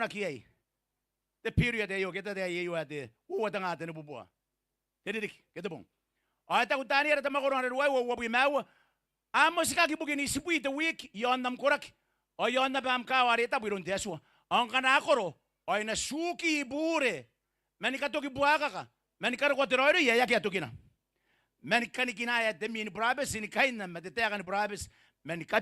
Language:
Gilbertese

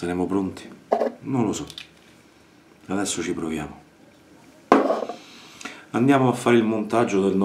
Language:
Italian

